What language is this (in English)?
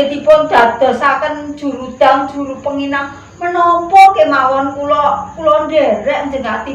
Javanese